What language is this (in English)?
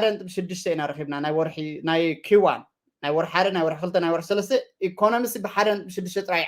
Tigrinya